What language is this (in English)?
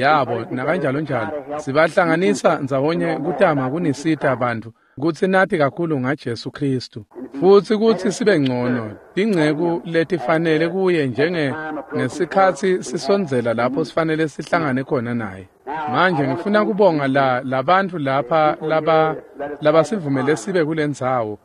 Swati